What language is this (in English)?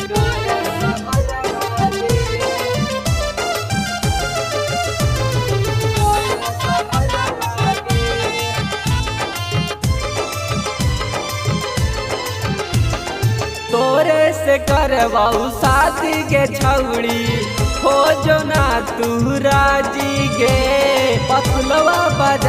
Magahi